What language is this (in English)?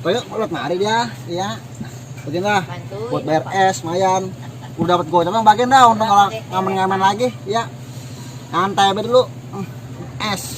Betawi